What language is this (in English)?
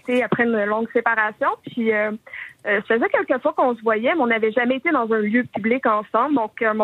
French